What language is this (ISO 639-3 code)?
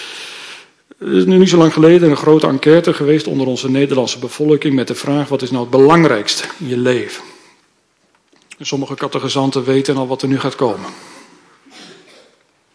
nld